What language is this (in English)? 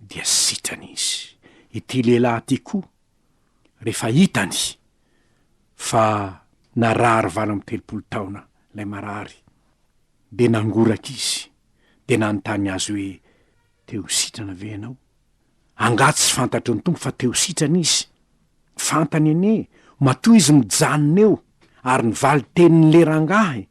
Malagasy